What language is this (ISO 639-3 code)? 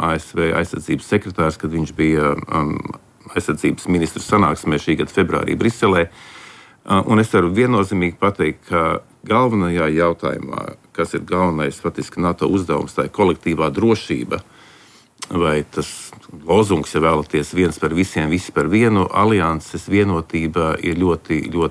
lav